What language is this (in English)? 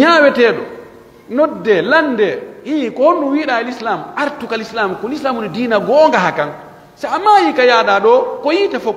Pular